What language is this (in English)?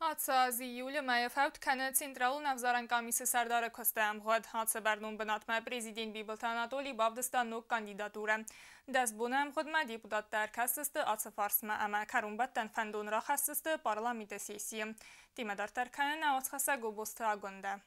Ossetic